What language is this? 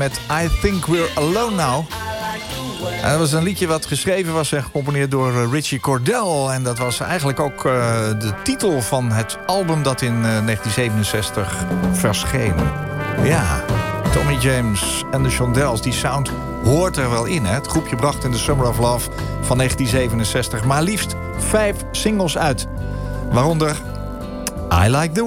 Dutch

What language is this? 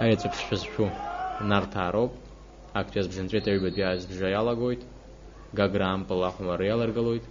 Abkhazian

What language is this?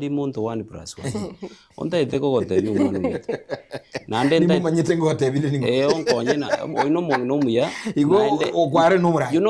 Gusii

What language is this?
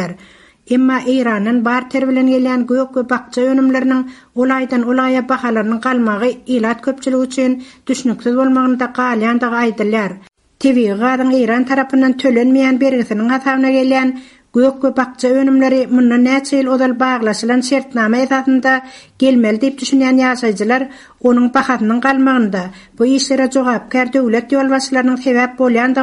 Turkmen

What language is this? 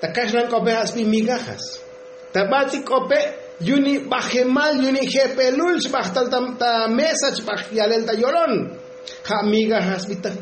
Tzotzil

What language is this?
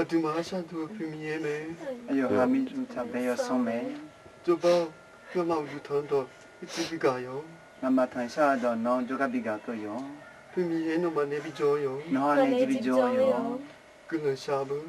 Akha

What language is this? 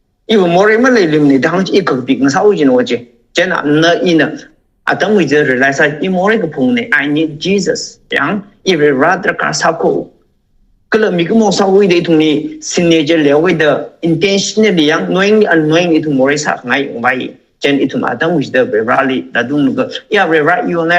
Tangkhul Naga (India)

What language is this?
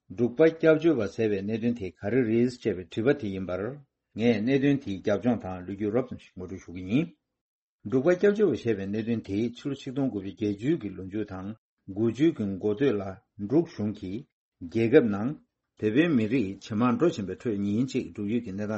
Tibetan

